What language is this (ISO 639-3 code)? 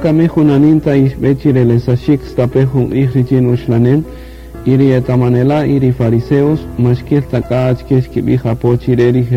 cak